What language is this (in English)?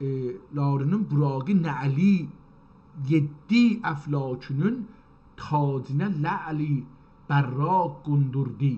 South Azerbaijani